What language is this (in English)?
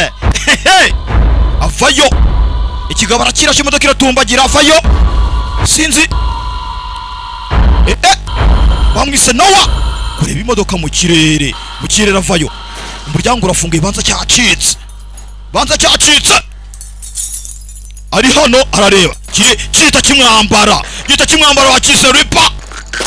Kinyarwanda